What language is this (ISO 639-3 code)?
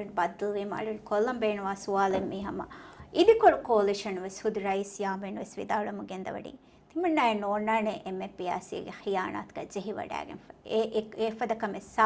div